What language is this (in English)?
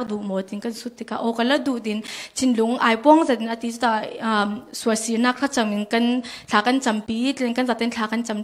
Falam Chin